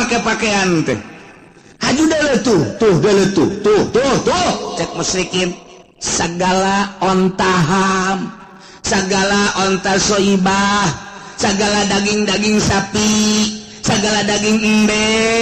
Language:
Sundanese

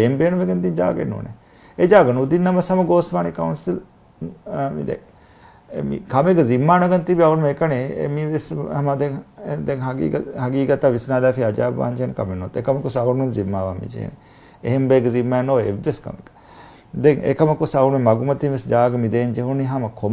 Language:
Divehi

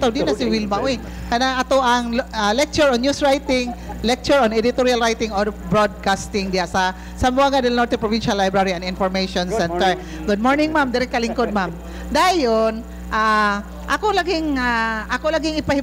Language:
Cebuano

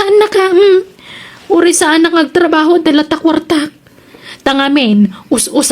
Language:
Iloko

